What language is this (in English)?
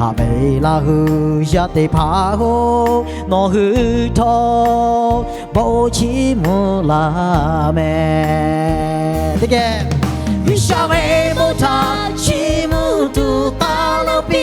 Lahu